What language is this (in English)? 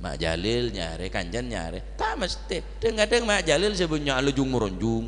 Madurese